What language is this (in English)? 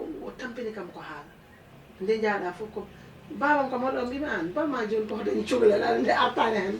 Fula